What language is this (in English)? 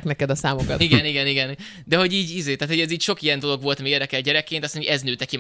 Hungarian